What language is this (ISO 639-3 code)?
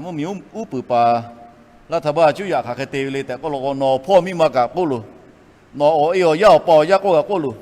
lhu